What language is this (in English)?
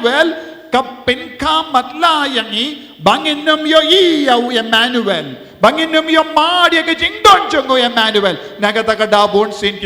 Khasi